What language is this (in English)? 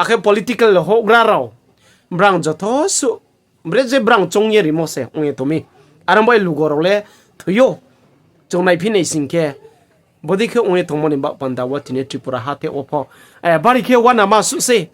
Riang (India)